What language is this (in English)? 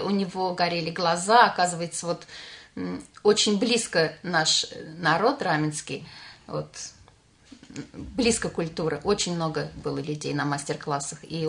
Russian